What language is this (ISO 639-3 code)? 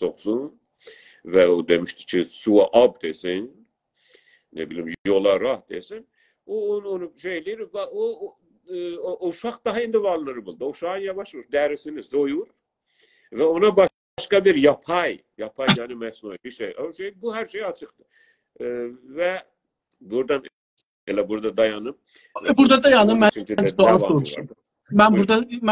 azb